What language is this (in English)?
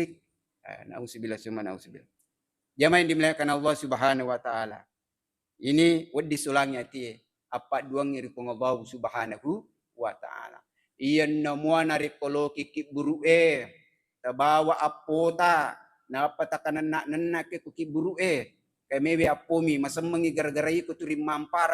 Buginese